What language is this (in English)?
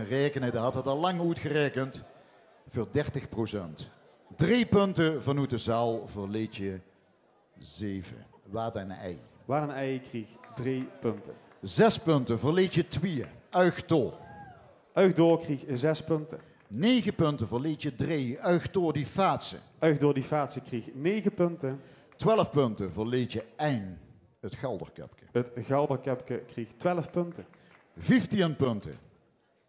Limburgish